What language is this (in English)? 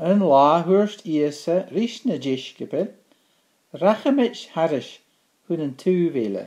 Scottish Gaelic